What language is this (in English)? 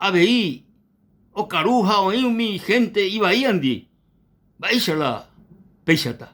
Guarani